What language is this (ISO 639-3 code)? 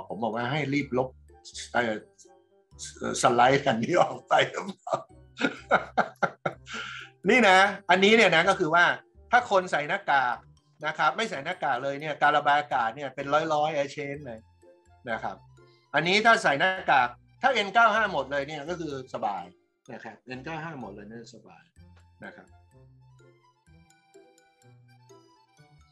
tha